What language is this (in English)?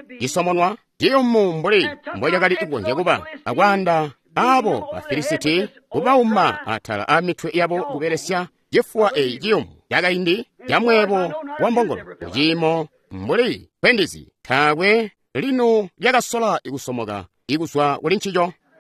Tonga (Zambia)